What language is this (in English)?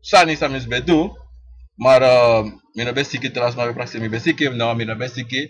Sranan Tongo